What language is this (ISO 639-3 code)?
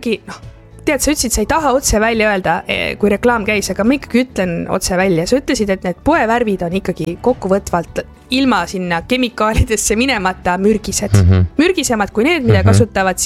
est